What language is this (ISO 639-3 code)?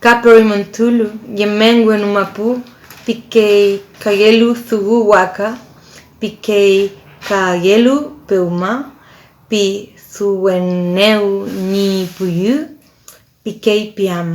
arn